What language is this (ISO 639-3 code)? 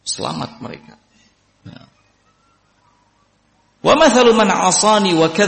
ind